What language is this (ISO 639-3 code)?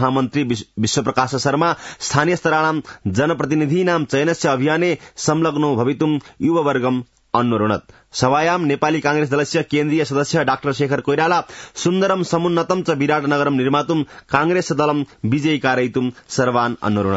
san